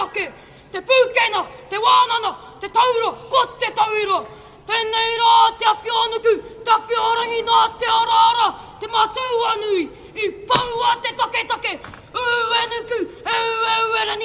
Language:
Māori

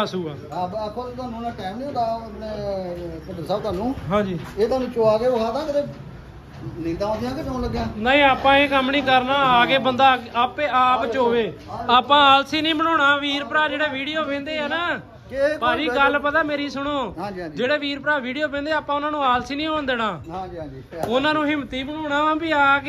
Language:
Punjabi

